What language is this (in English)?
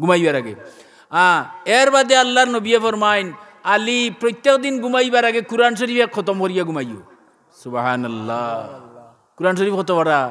Sylheti